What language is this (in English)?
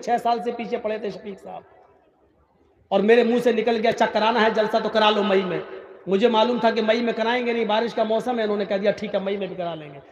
Urdu